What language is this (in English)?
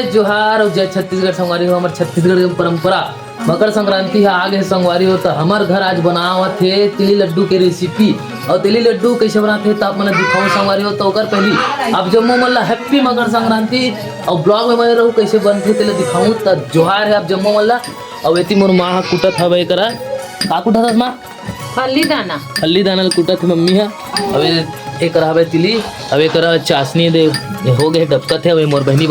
Chhattisgarhi